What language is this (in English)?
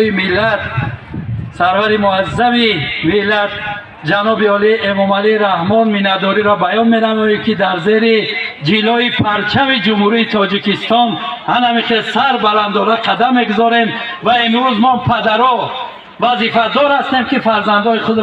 Tajik